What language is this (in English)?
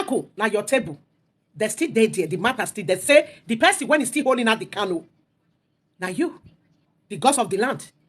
Nigerian Pidgin